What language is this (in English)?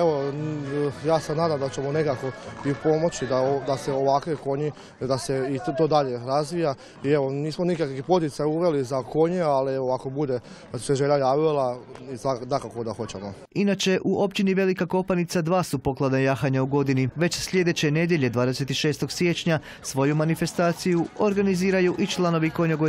Croatian